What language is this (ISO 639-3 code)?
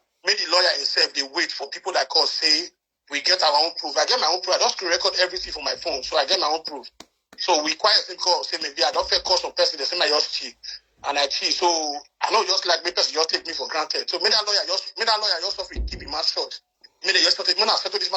pcm